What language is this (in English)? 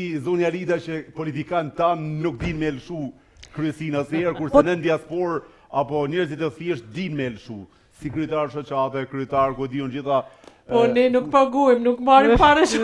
Albanian